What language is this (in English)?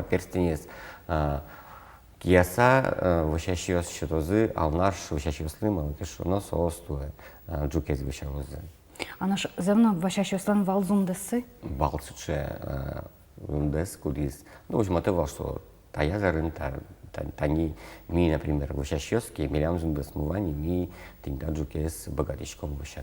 Udmurt